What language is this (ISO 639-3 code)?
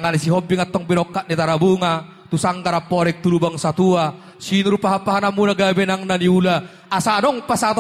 bbc